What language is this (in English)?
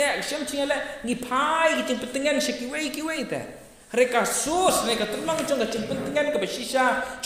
Khasi